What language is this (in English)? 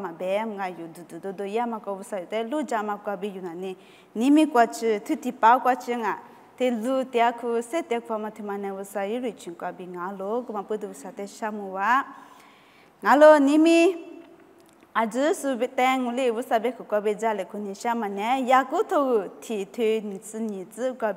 Lisu